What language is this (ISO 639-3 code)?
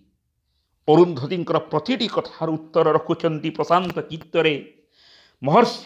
ori